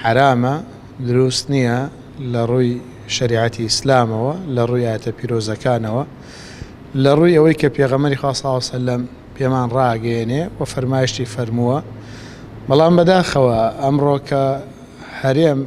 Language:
Central Kurdish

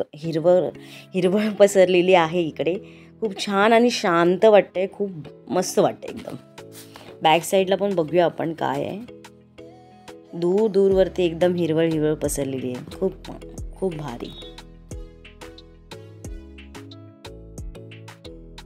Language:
Marathi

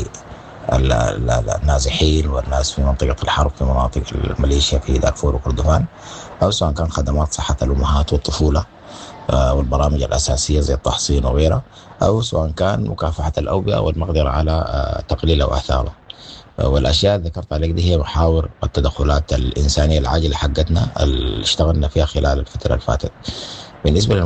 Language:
Sudanese Arabic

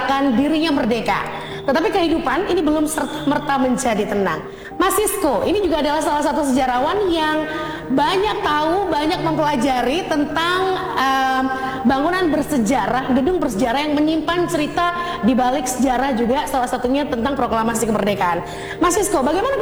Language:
Indonesian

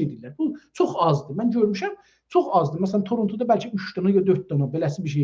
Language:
South Azerbaijani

